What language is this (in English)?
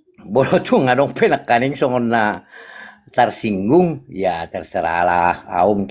Batak Toba